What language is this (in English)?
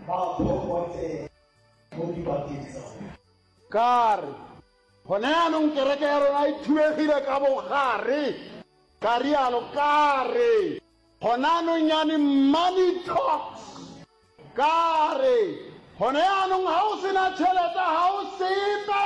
Northern Sotho